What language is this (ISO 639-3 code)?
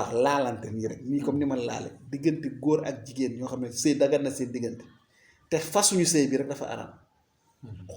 wol